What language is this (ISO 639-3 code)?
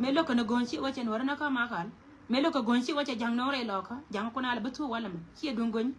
nus